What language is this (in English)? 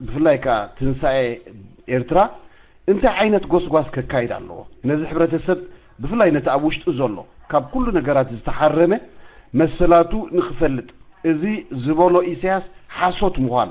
Tigrinya